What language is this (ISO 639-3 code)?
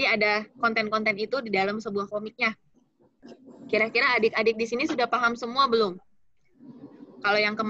ind